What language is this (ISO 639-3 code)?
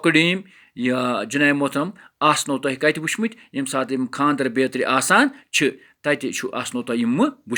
kas